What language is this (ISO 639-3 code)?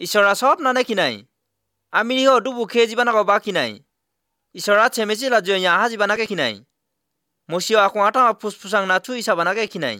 asm